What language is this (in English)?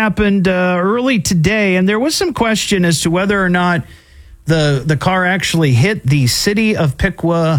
English